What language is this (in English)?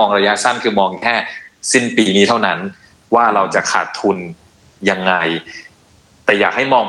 Thai